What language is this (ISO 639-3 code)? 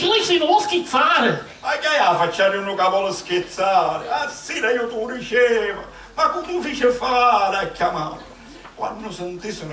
scn